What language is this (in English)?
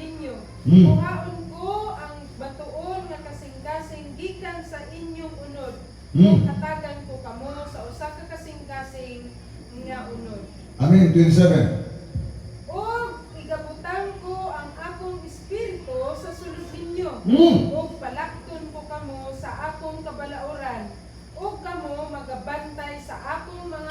Cebuano